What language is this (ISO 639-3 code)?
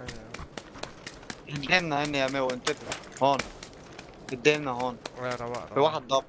apc